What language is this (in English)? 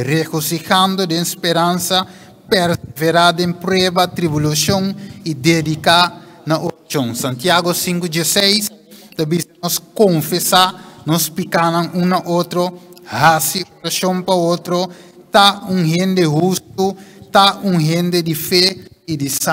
Papiamento